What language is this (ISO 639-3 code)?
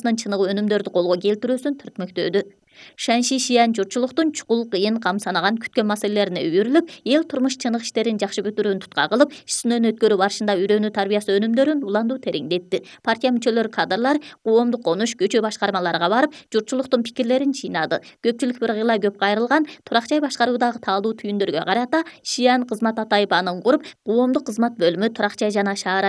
kir